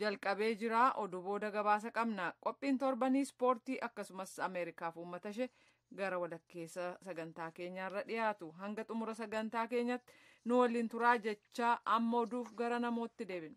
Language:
Oromo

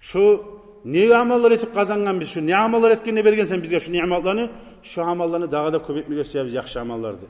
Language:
Kumyk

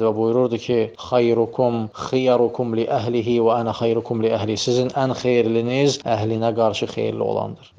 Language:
Azerbaijani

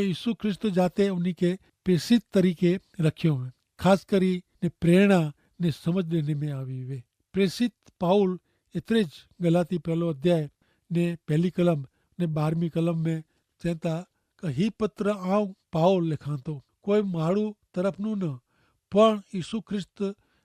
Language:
Kachhi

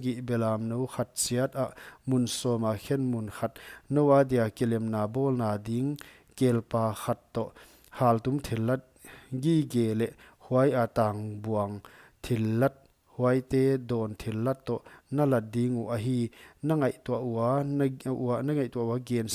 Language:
Paite Chin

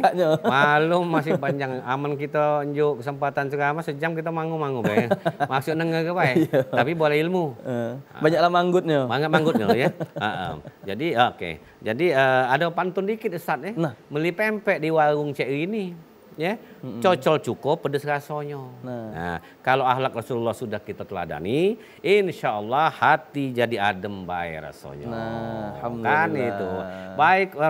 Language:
Musi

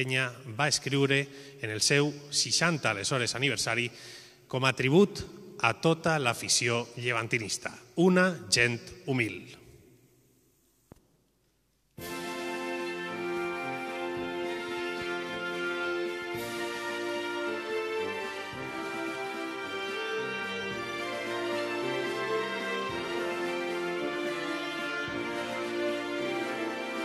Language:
Catalan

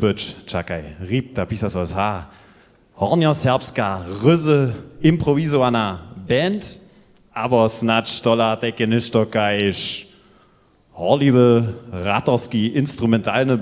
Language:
Upper Sorbian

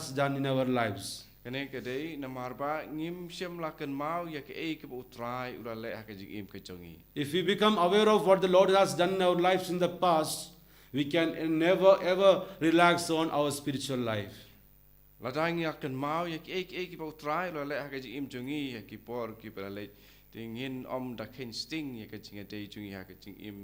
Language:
Khasi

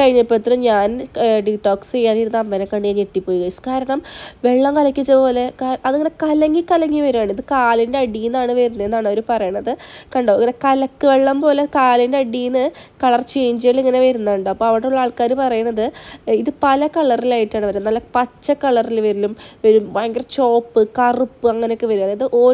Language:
Malayalam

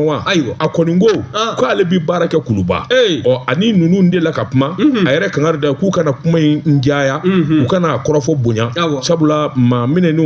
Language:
Bambara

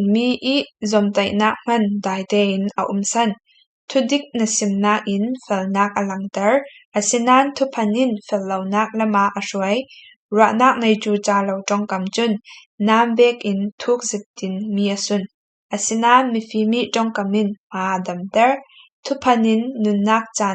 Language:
Falam Chin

